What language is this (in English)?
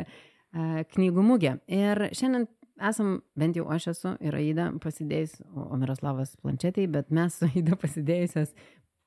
Lithuanian